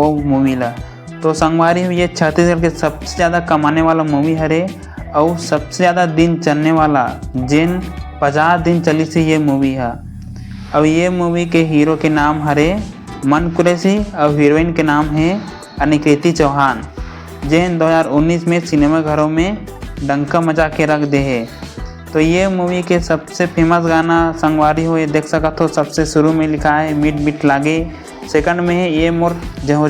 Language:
Chhattisgarhi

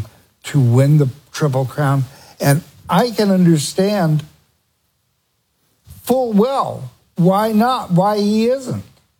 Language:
English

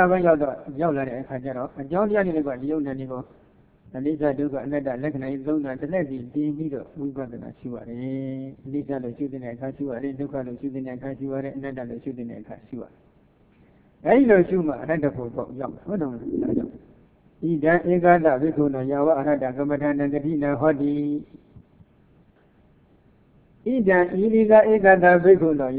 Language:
Burmese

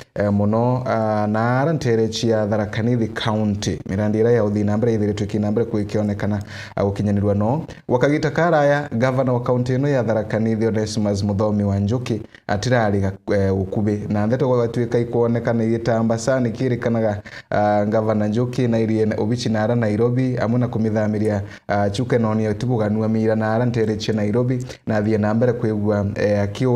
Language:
Meru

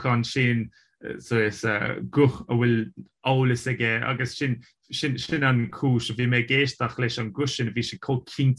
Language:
Irish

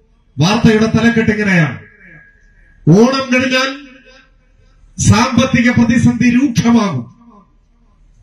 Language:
Malayalam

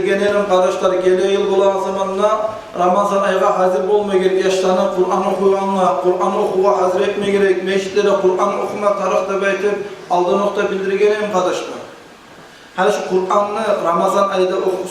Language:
Kumyk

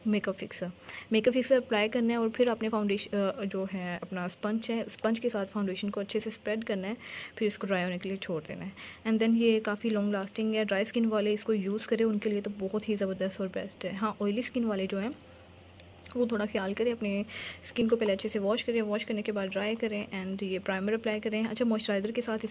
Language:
Hindi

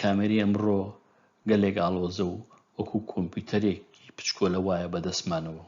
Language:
Central Kurdish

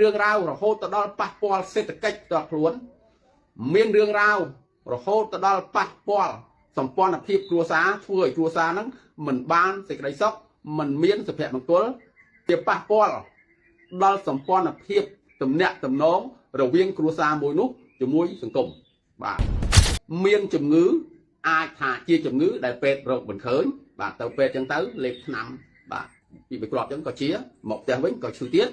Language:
Khmer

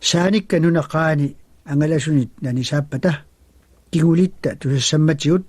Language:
Kalaallisut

